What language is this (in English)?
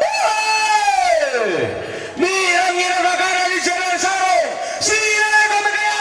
Toraja-Sa'dan